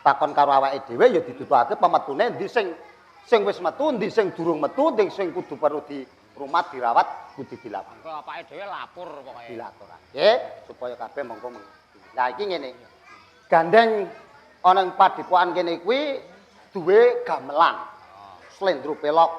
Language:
Javanese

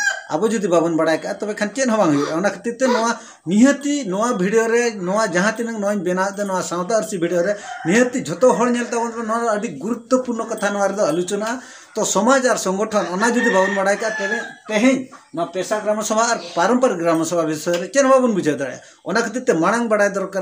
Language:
Santali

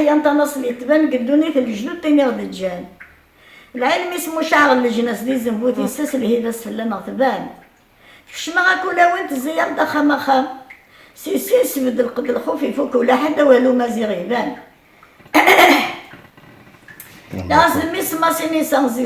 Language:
Kabyle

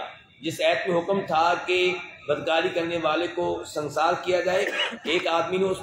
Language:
Urdu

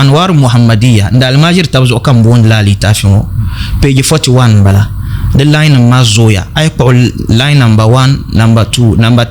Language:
Dagbani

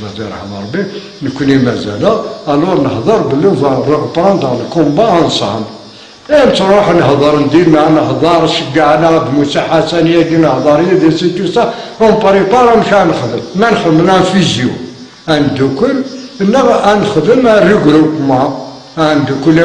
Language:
Kabyle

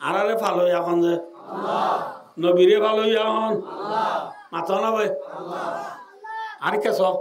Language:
Rohingya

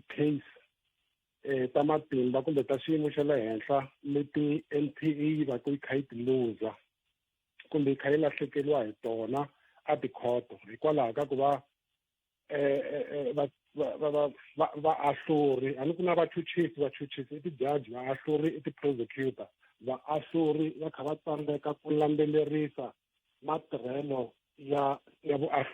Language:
Tsonga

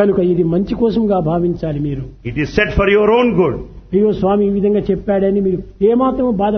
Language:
Telugu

